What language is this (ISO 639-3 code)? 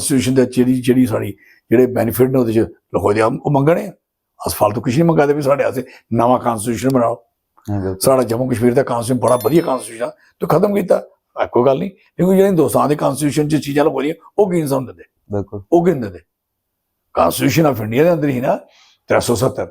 doi